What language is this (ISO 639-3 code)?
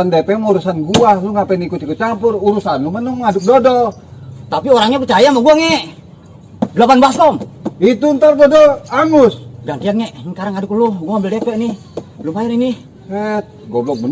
bew